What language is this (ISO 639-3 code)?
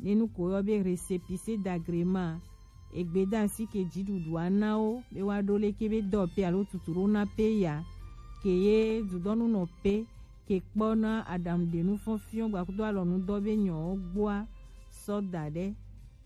gej